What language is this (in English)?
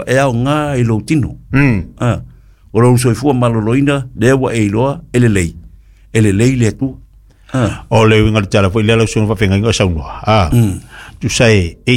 Samoan